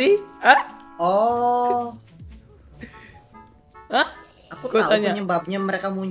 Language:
Indonesian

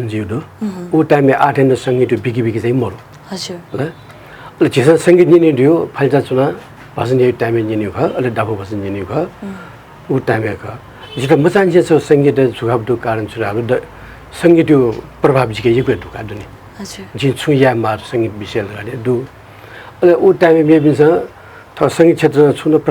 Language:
Newari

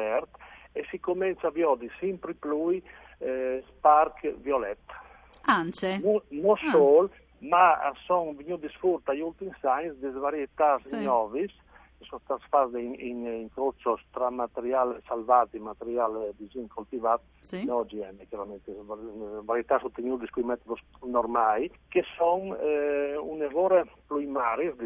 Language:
Friulian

